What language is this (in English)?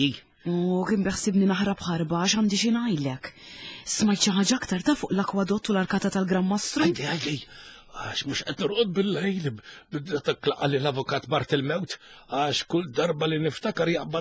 Maltese